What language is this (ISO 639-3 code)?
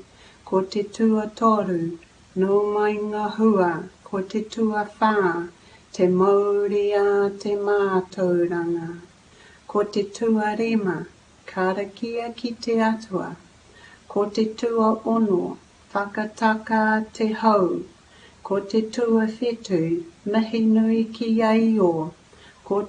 mri